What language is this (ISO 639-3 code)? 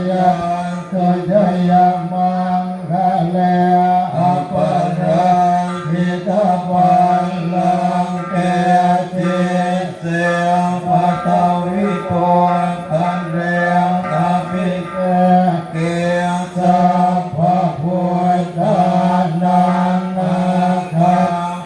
pli